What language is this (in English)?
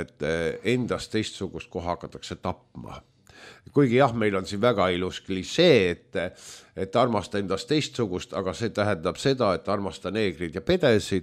Estonian